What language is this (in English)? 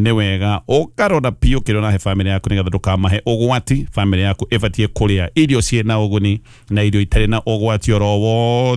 Kikuyu